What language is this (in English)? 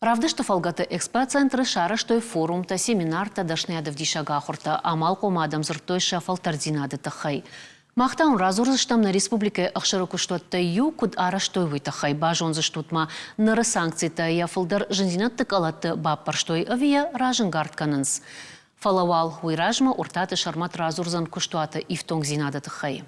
Ossetic